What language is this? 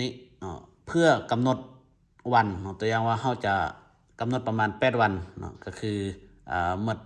Lao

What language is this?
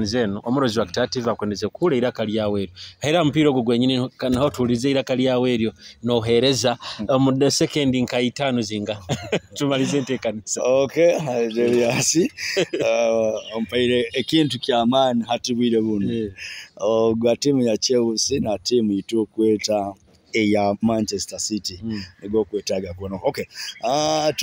Nyoro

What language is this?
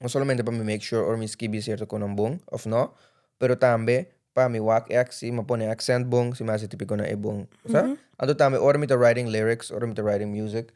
Papiamento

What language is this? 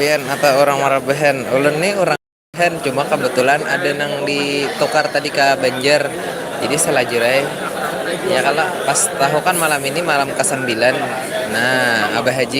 Banjar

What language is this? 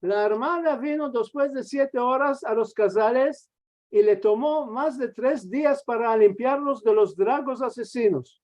Ladino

